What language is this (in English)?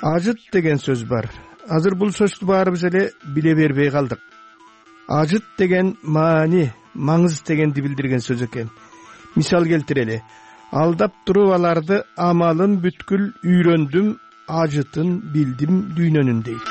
Kyrgyz